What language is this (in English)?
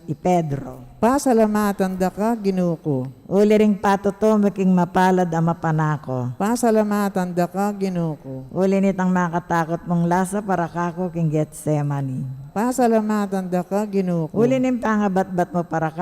Pampanga